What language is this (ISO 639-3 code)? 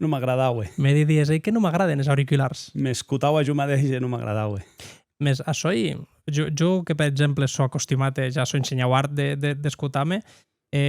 oci